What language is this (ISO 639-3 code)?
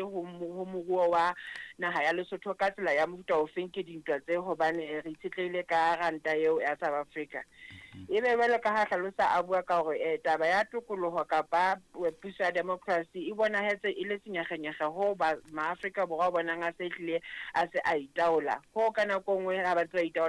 sot